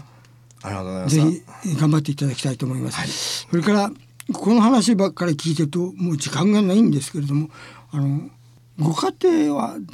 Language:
Japanese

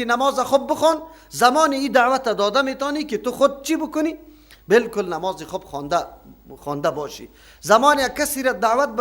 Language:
Persian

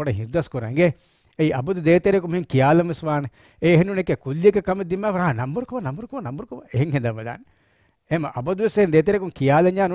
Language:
Divehi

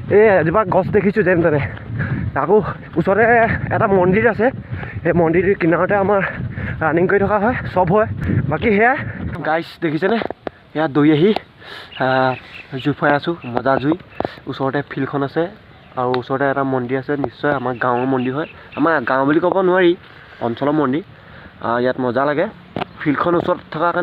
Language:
Assamese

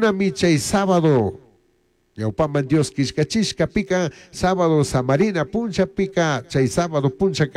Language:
Chimborazo Highland Quichua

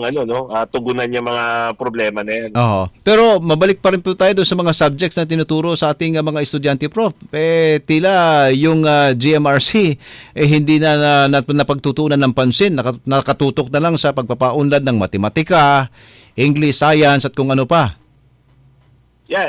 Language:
Filipino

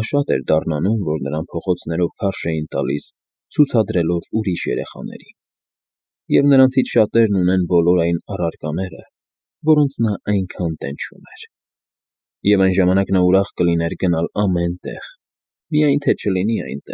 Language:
Armenian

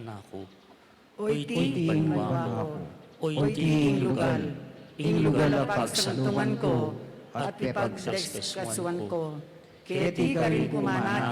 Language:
Pampanga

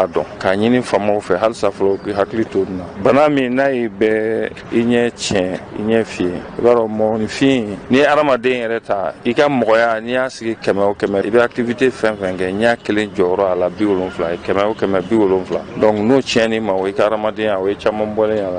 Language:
Bambara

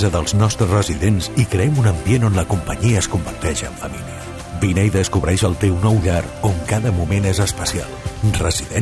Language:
Catalan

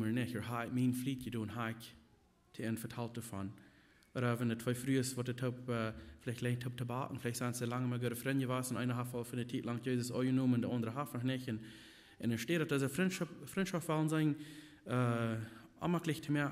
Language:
Plautdietsch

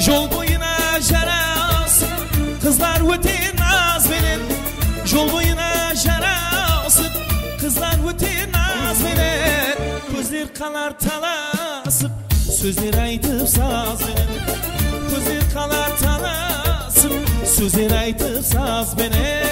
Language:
Kara-Kalpak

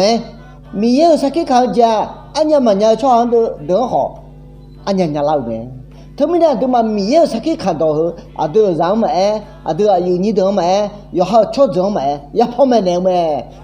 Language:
Akha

